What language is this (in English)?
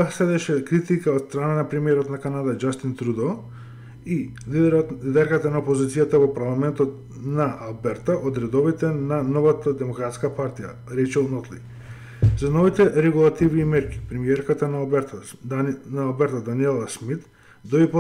Macedonian